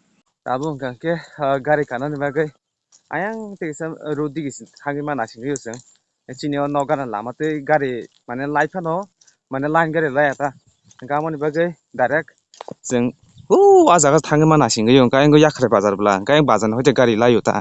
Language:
Kok Borok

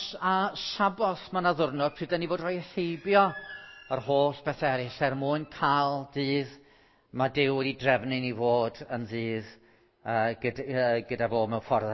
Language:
Welsh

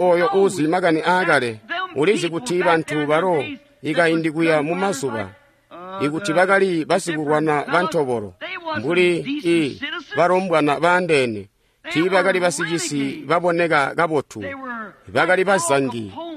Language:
Tonga (Zambia)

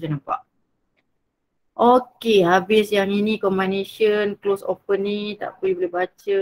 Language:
Malay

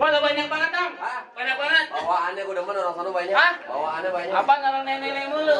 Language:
Betawi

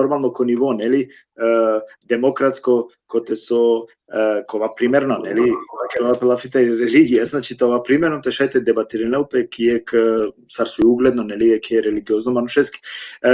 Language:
Balkan Romani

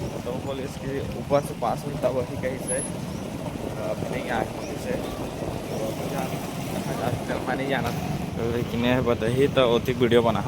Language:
Chhattisgarhi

